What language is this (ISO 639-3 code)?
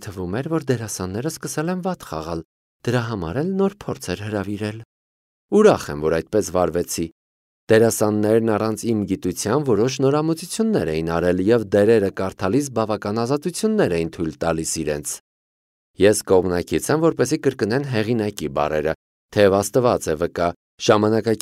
hye